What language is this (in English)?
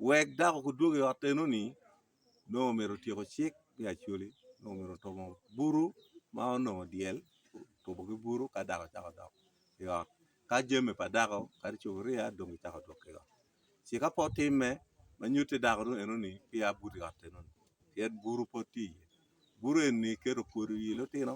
Acoli